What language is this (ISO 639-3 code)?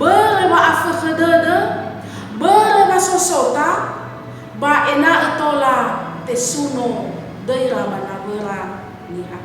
nia